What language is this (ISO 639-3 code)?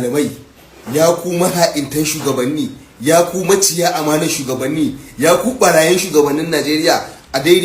hau